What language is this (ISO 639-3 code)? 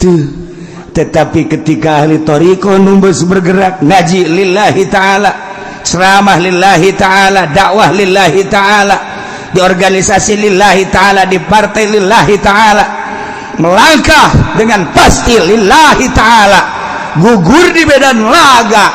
sun